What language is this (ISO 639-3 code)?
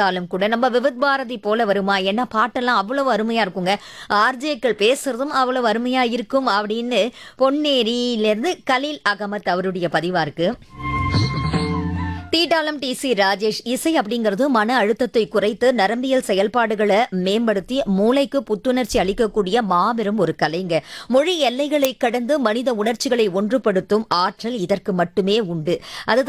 tam